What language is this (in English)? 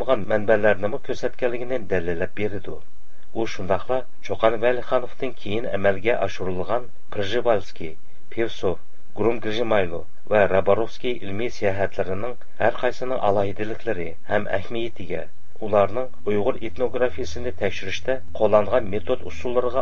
Uyghur